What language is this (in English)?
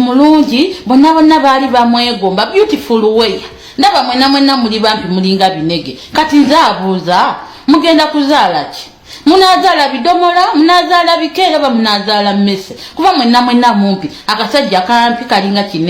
Ganda